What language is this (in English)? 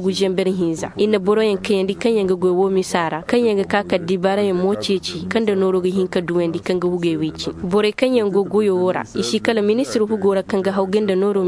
Koyraboro Senni